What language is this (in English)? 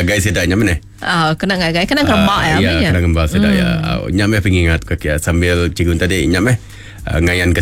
Iban